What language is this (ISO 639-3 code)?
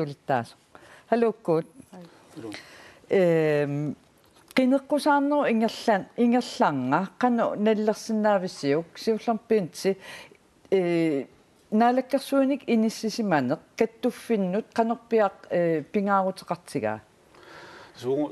kal